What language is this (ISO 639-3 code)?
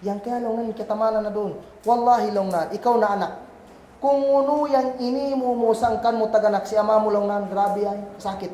kll